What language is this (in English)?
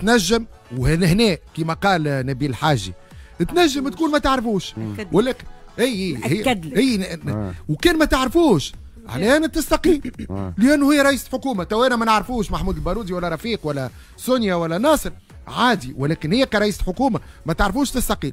Tunisian Arabic